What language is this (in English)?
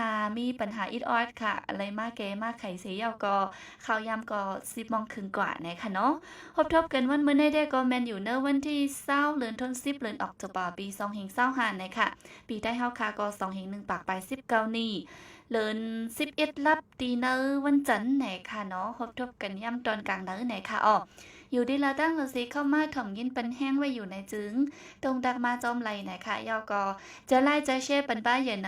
Shan